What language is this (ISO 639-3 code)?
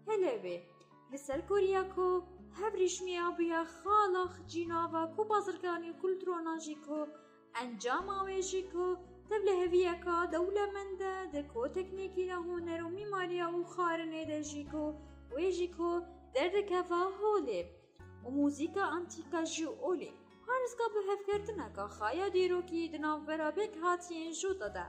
kur